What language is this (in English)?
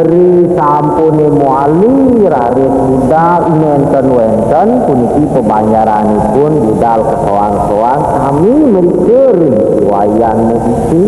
Balinese